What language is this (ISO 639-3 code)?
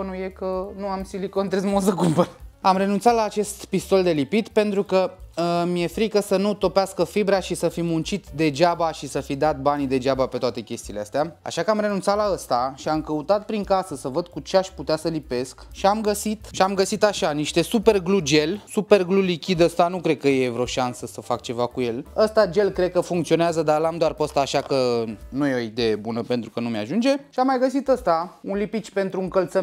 ron